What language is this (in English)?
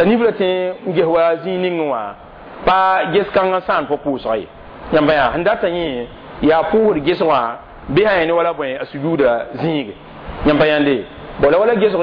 Mossi